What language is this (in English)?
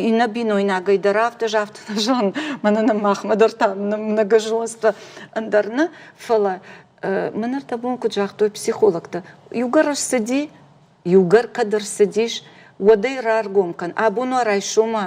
Ossetic